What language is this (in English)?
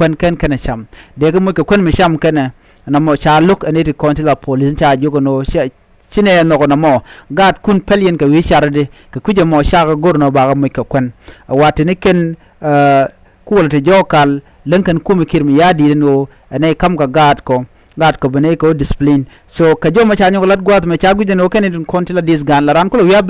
Nuer